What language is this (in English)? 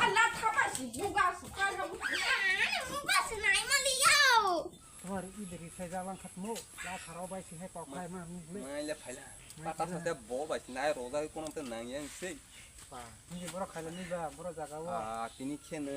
Kok Borok